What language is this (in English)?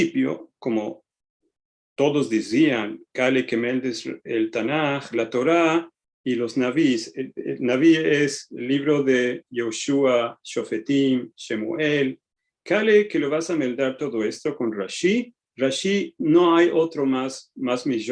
Ladino